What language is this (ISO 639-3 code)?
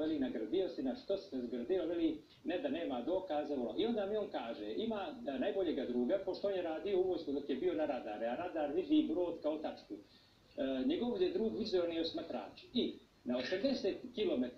srp